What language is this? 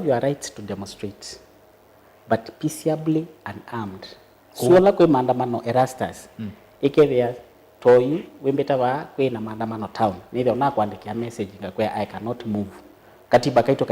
Kamba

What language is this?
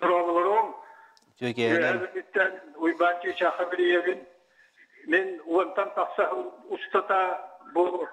Yakut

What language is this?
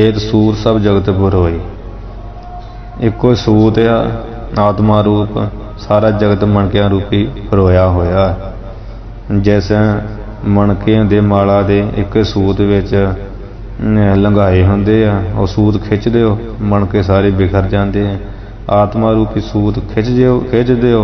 Punjabi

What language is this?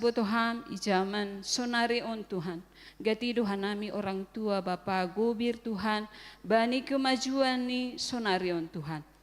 Batak Simalungun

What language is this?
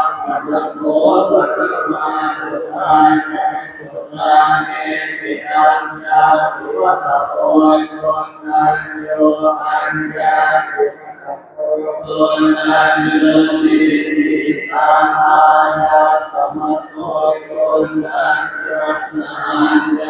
Pali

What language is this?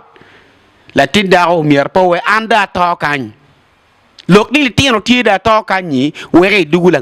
Acoli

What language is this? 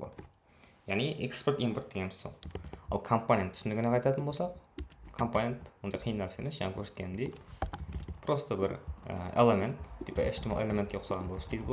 Kara-Kalpak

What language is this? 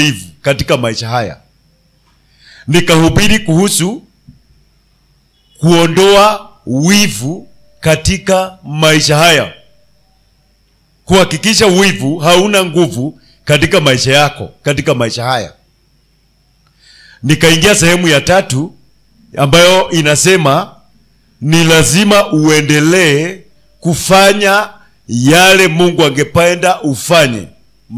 Swahili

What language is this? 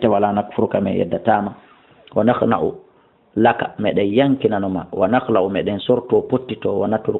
Fula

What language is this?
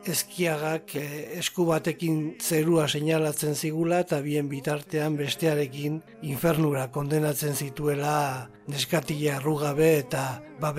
Basque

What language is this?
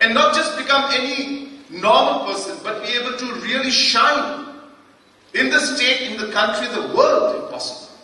Khasi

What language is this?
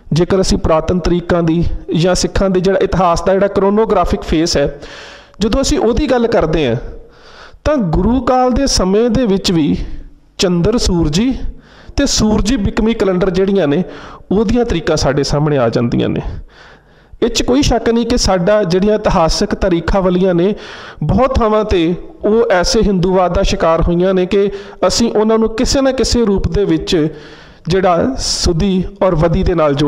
Punjabi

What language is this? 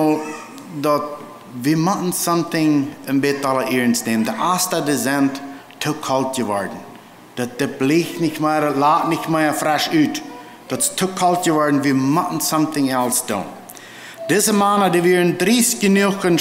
Plautdietsch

